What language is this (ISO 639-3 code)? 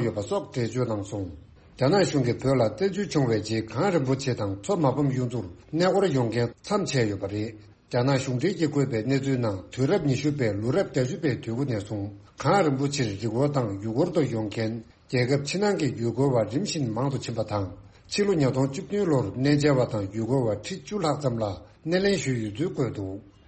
bod